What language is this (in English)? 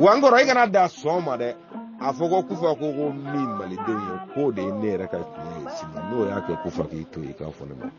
Bambara